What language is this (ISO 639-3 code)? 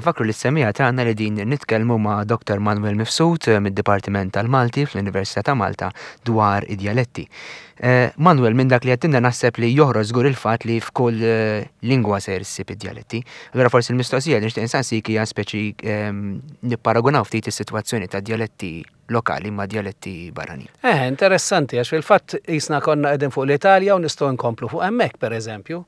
mlt